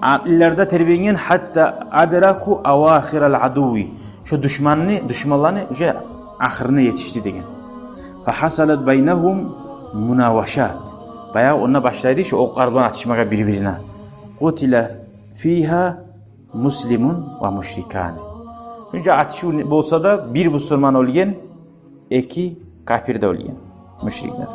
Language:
Kumyk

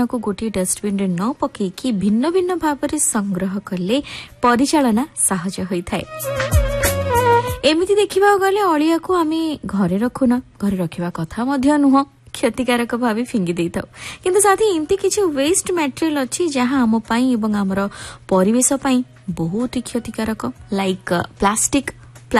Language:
Odia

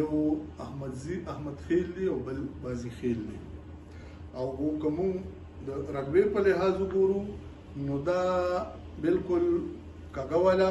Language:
Pashto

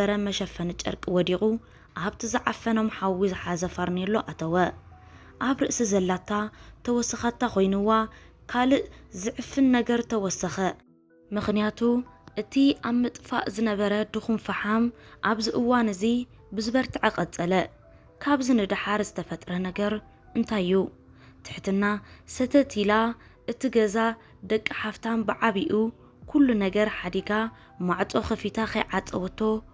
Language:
Tigrinya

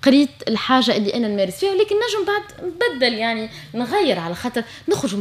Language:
Tunisian Arabic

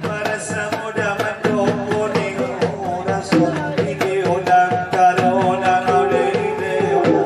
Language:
Batak Angkola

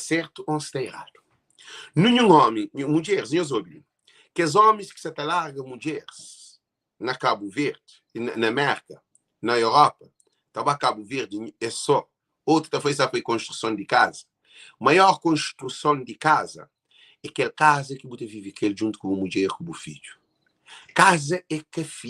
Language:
Kabuverdianu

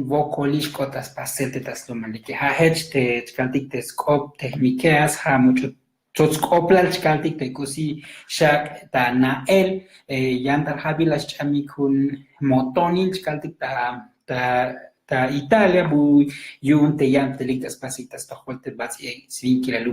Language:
Tzotzil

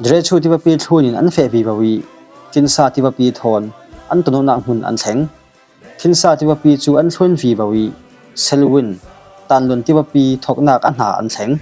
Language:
Falam Chin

